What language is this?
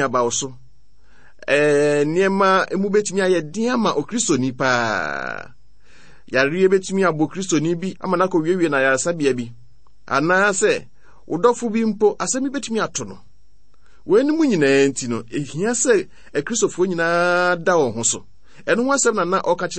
Akan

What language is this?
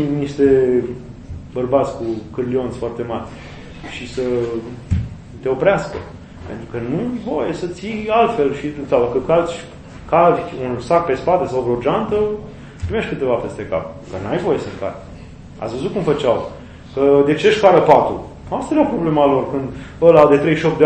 Romanian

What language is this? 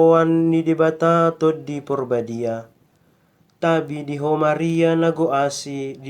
Batak Toba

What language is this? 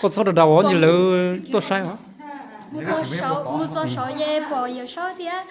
Hmong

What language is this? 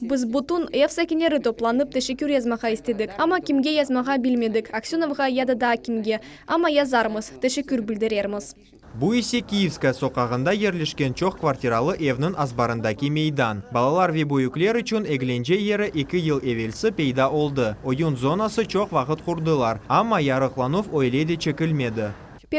Crimean Tatar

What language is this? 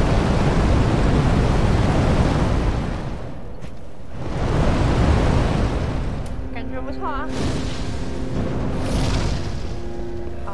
Chinese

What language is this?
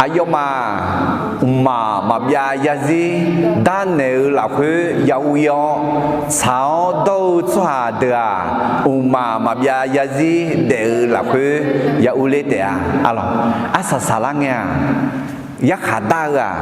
Akha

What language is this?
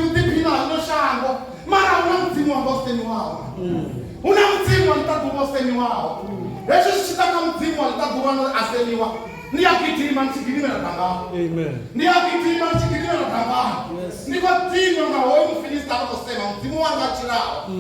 Venda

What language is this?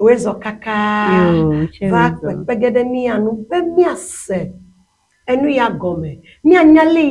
Ewe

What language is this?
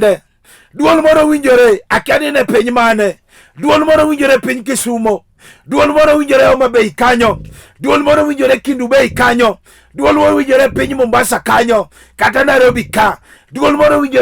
Luo (Kenya and Tanzania)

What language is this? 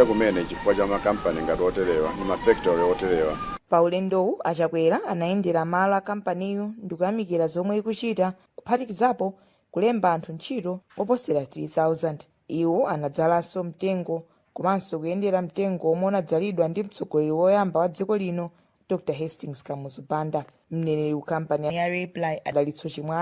Nyanja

